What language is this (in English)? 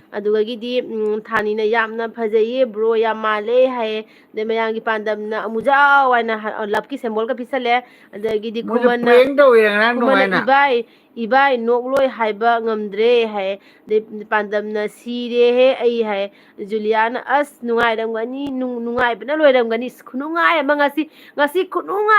Manipuri